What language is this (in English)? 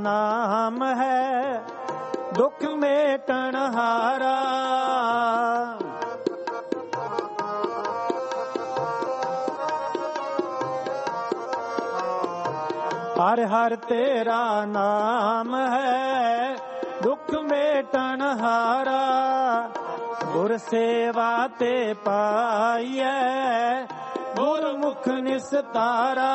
Punjabi